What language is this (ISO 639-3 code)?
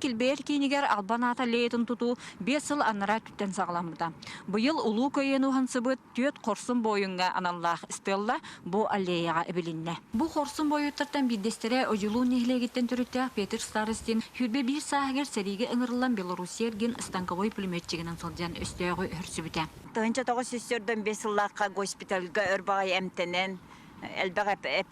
sah